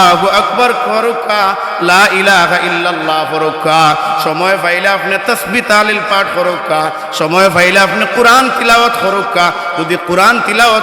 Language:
Sylheti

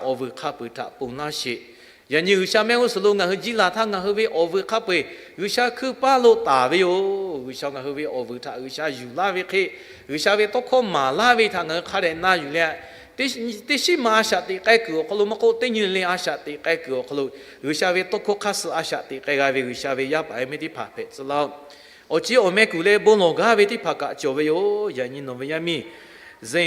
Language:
Lahu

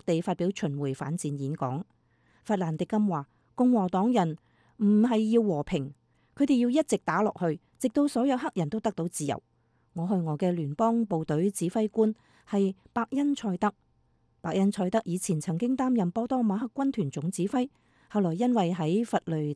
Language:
Cantonese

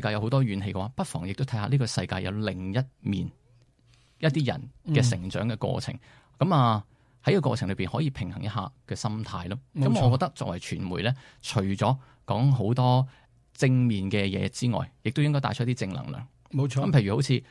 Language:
Cantonese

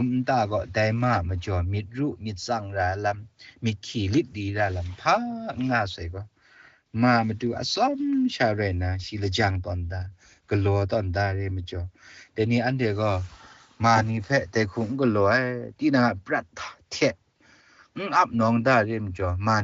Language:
Kachin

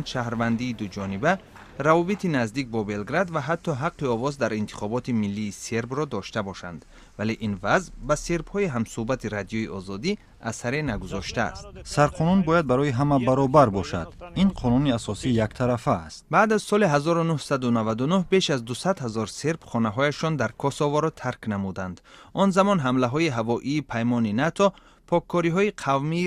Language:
Tajik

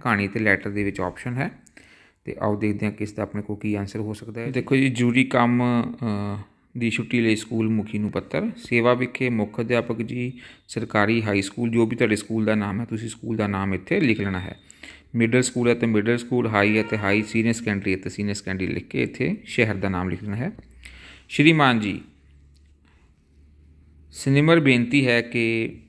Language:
Punjabi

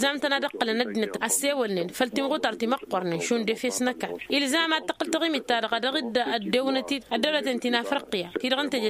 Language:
Tamasheq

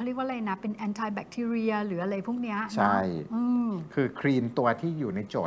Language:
Thai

